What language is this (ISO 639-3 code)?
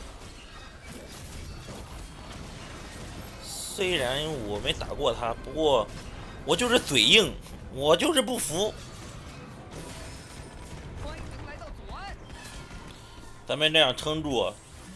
zho